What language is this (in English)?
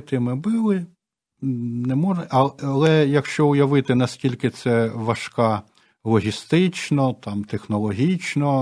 Ukrainian